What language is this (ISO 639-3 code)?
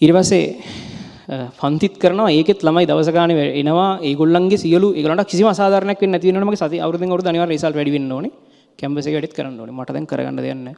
sin